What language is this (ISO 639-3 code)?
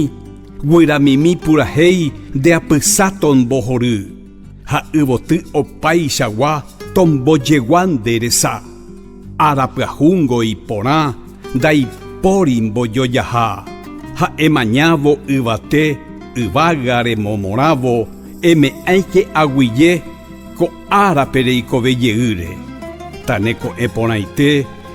grn